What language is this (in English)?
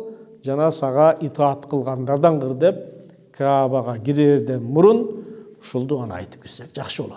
Kyrgyz